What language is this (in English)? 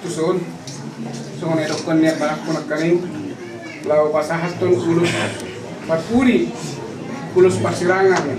Batak Toba